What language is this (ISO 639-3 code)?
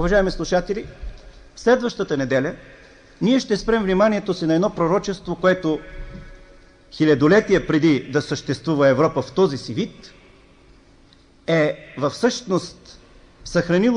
bul